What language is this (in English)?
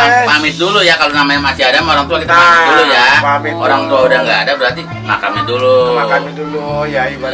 Betawi